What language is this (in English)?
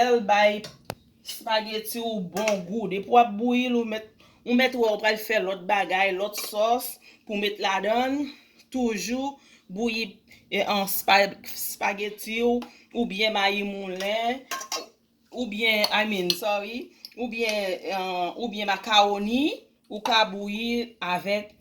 Haitian Creole